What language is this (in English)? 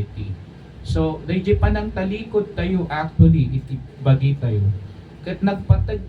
Iloko